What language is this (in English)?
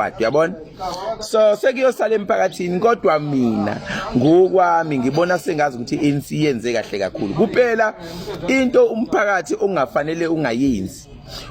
Zulu